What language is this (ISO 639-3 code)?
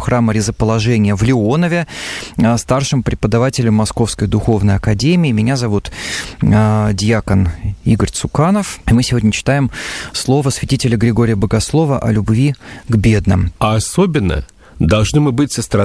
rus